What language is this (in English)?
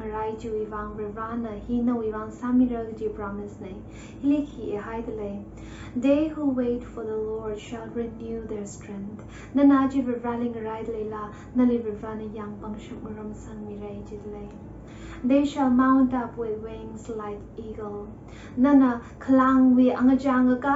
Tangkhul Naga (India)